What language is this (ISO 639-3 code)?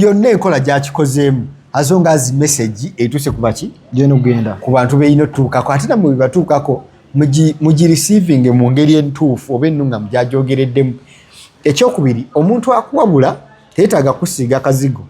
lug